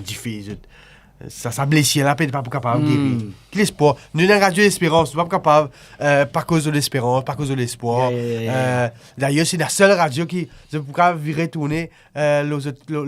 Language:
Morisyen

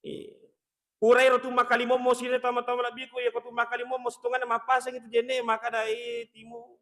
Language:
Buginese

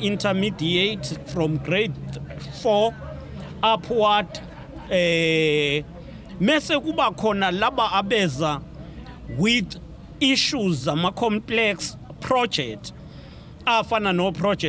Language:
Zulu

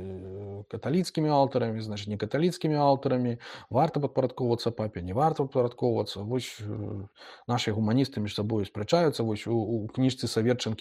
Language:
Belarusian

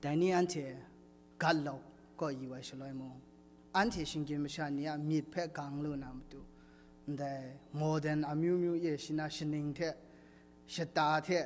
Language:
Kachin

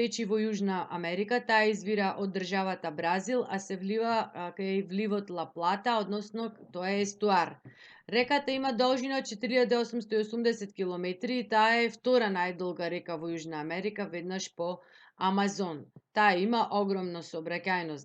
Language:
Macedonian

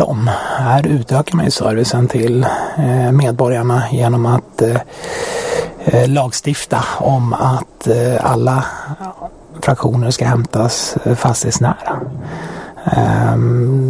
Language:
Swedish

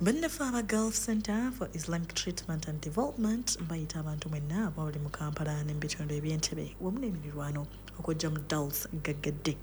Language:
Ganda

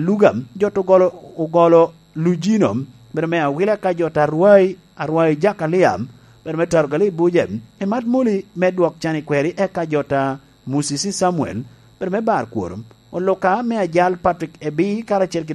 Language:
Lango (Uganda)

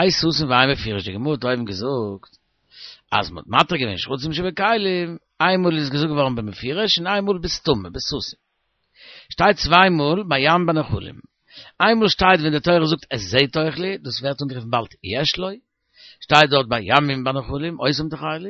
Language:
Yiddish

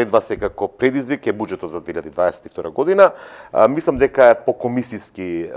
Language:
Macedonian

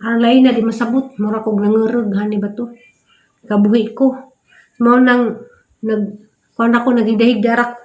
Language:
Cebuano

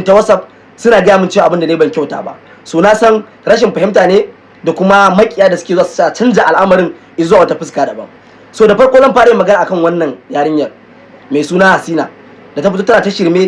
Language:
Hausa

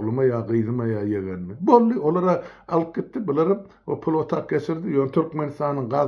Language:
Turkmen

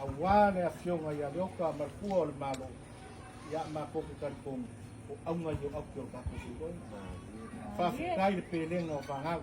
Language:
Samoan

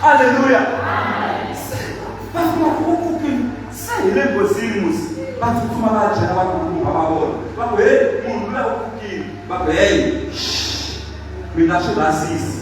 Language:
Tsonga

